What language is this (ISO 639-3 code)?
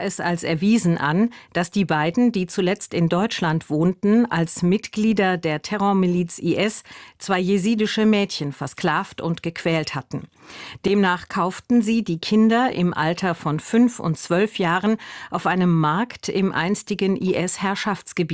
deu